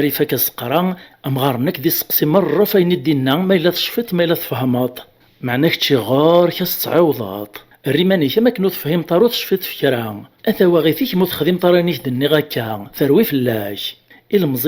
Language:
Kabyle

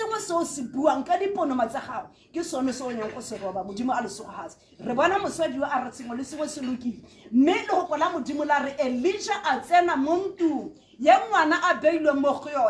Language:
Tswana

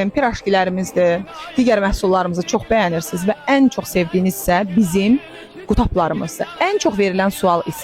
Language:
Azerbaijani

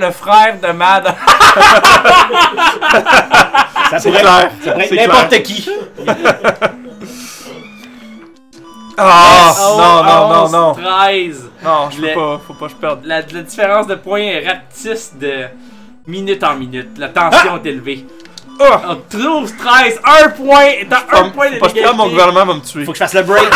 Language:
French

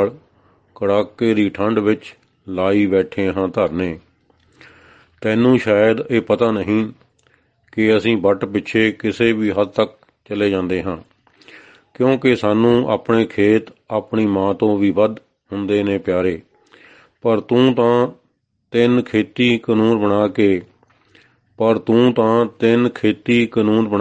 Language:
Punjabi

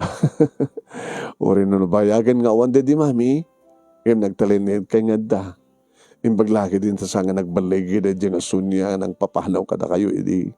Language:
Iloko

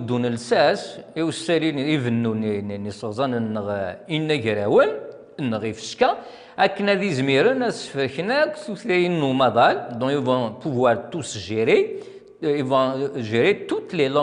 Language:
Kabyle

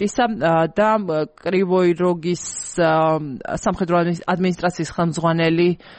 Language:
Georgian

